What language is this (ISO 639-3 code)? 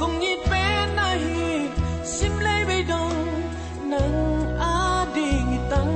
ctd